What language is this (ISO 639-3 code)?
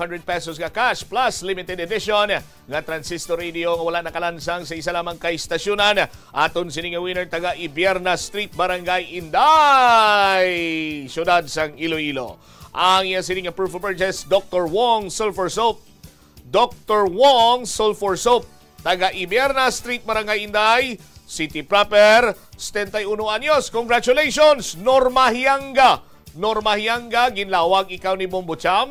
hil